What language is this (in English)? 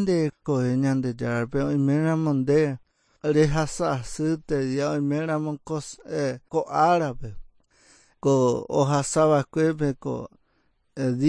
Guarani